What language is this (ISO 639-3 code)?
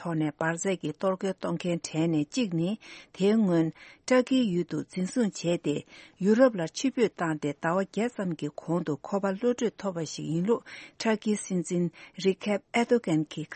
bod